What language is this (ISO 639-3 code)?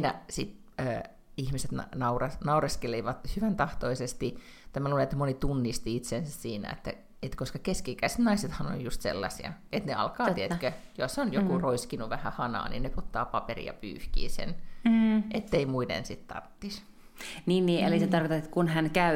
fin